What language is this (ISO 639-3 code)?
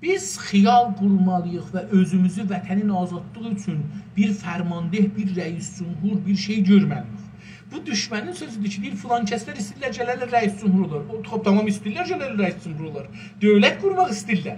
azb